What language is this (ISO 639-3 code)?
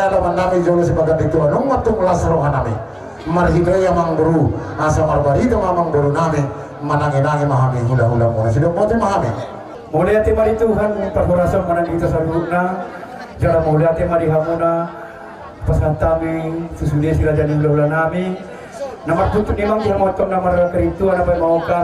bbc